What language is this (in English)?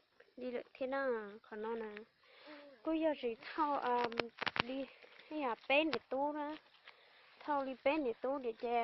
Hmong